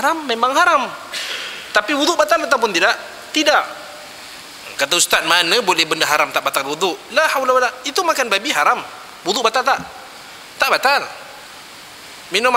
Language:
Malay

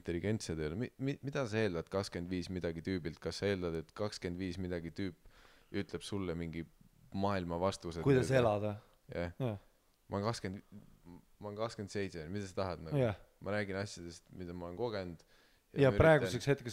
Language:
Estonian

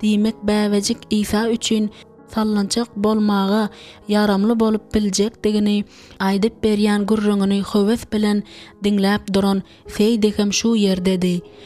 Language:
Turkmen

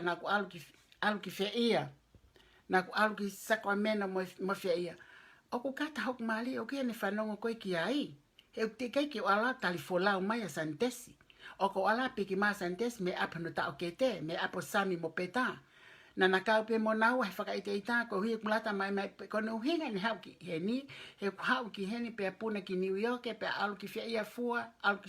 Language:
Tongan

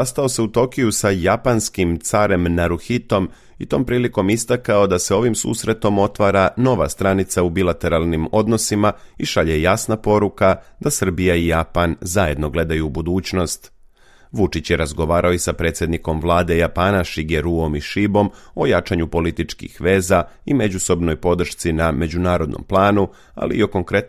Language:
Serbian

